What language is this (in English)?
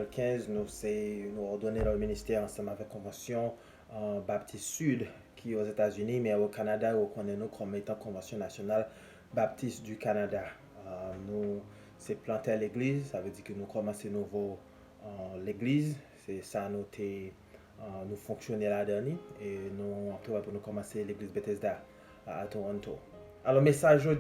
Haitian Creole